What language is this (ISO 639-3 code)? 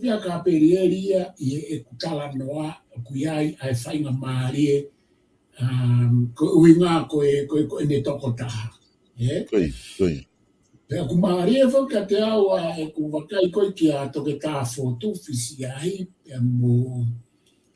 ton